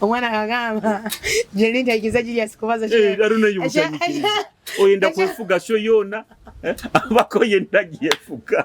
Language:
Nyoro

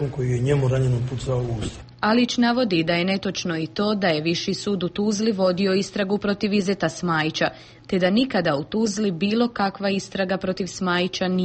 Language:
Bosnian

